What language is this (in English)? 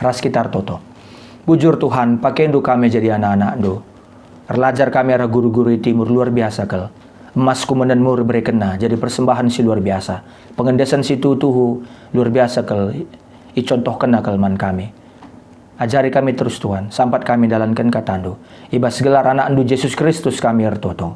Batak Karo